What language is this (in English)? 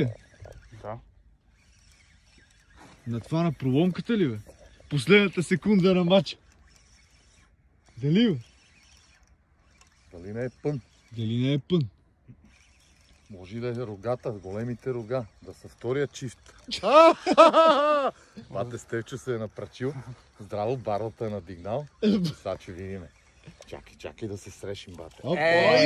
Bulgarian